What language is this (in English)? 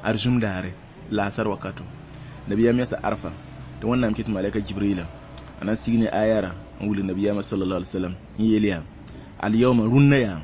Mossi